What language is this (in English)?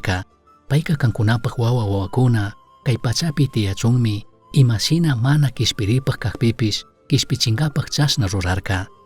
Chimborazo Highland Quichua